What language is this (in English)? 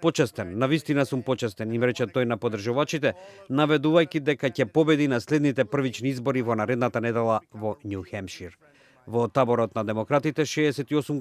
Macedonian